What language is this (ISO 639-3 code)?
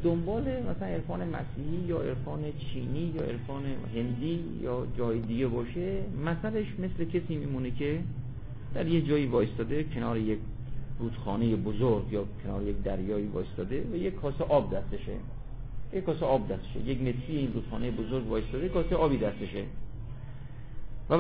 fas